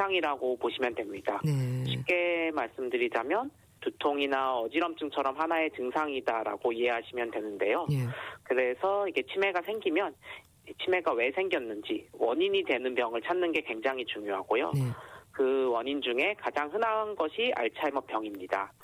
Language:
Korean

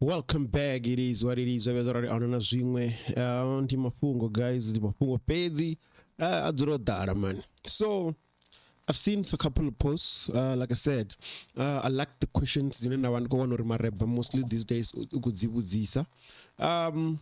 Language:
Venda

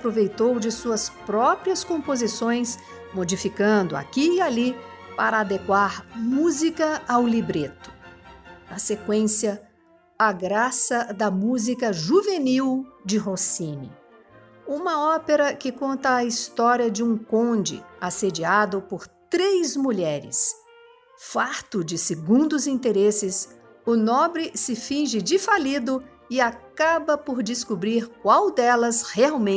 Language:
Portuguese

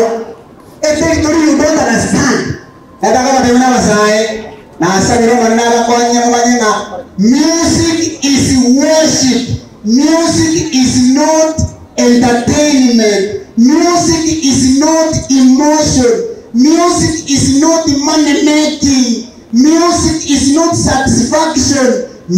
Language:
Gusii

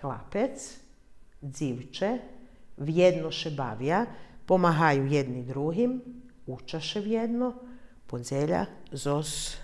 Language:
Rusyn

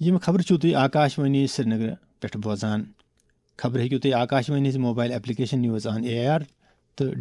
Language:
Kashmiri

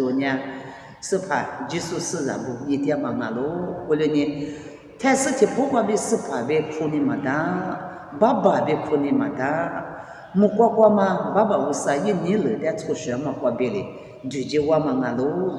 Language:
Lisu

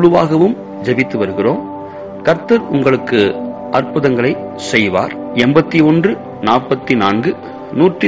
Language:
Tamil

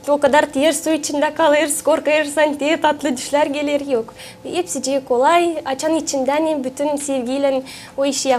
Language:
Gagauz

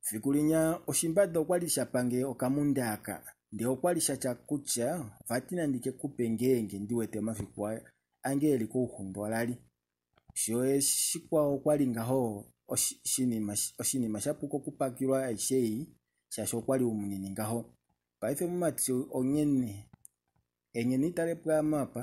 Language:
Kuanyama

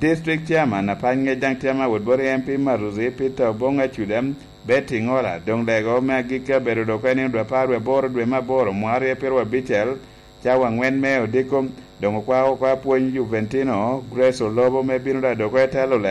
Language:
Lango (Uganda)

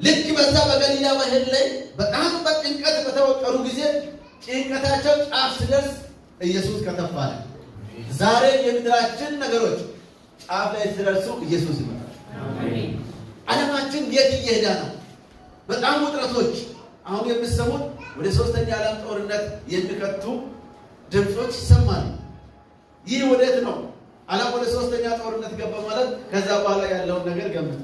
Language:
Amharic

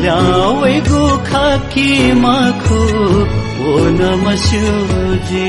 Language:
Newari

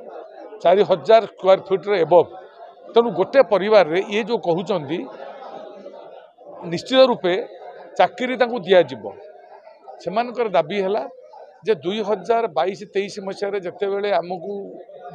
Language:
Odia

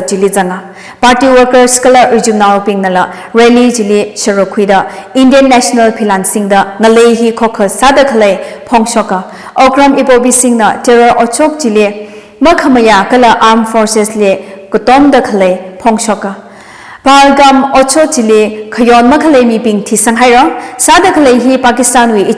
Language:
Tangkhul Naga (India)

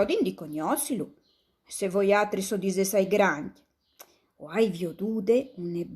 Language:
Friulian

